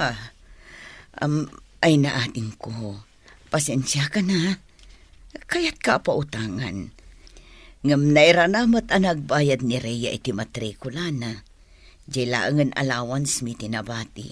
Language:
Iloko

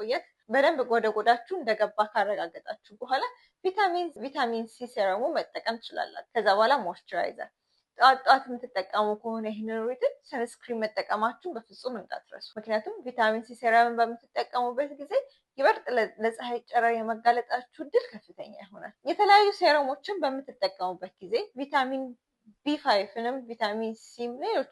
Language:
Amharic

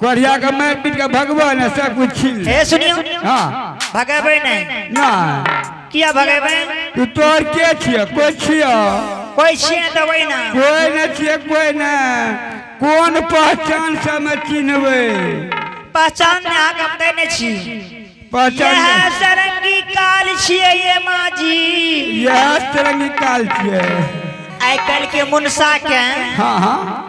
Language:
Angika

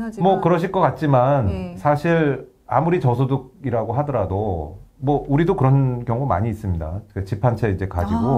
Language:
Korean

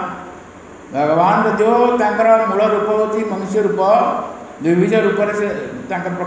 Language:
Odia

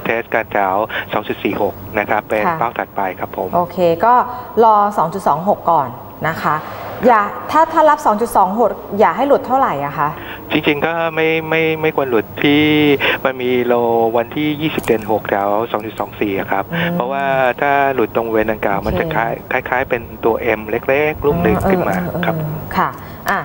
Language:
Thai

